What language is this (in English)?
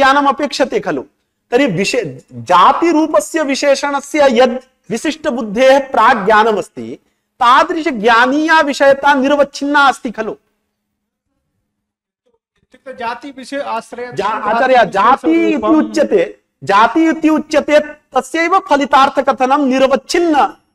Sanskrit